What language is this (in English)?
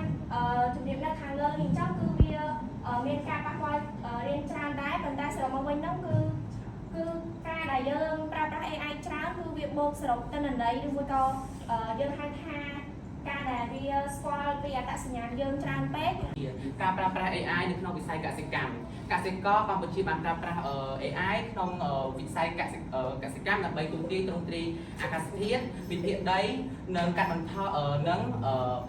Khmer